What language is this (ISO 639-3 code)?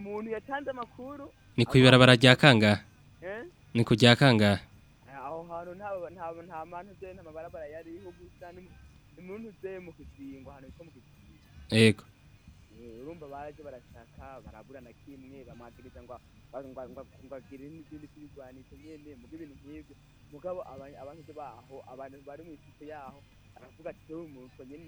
run